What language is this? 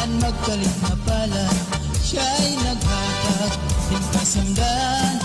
Waray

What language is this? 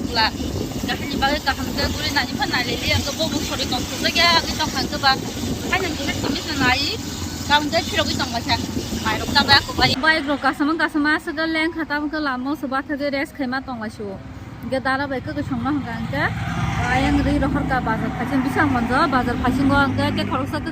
Kok Borok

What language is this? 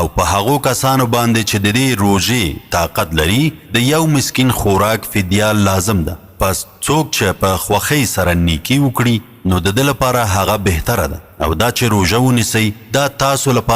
Pashto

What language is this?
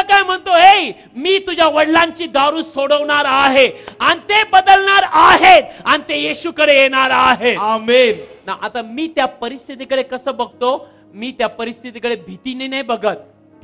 Marathi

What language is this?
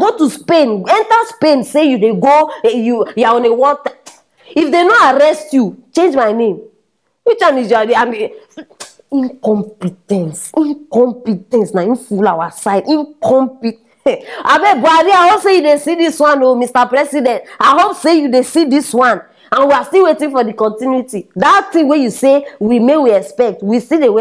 Nigerian Pidgin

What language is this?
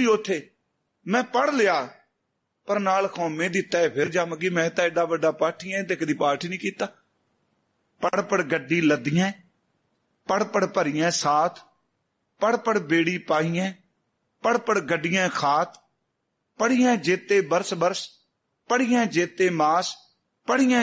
Punjabi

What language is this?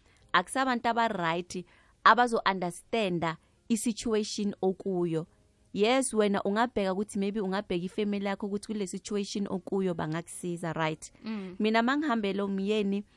South Ndebele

